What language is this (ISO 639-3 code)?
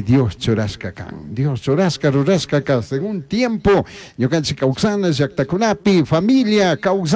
qug